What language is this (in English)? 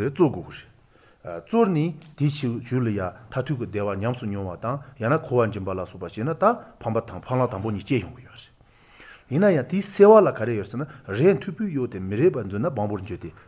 Korean